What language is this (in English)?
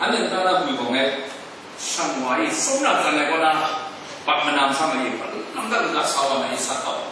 Kachin